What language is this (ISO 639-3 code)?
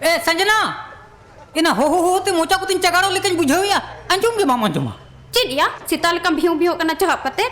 sat